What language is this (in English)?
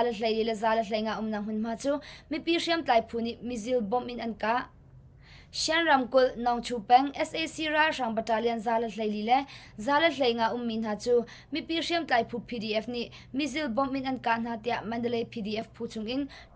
Hakha Chin